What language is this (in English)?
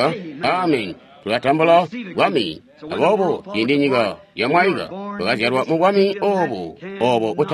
Tonga (Zambia)